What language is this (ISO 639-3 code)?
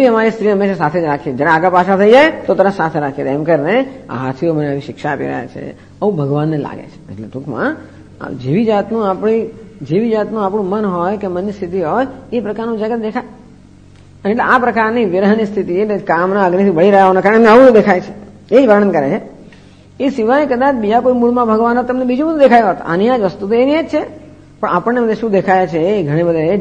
guj